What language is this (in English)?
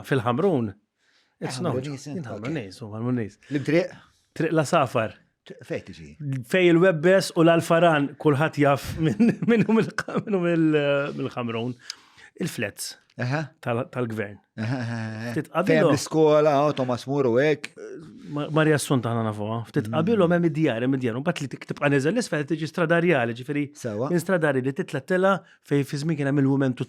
Maltese